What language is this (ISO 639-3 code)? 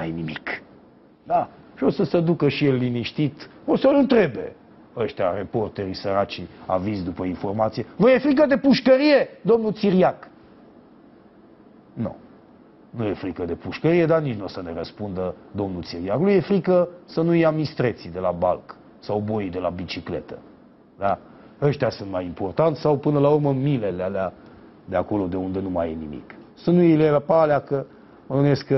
ron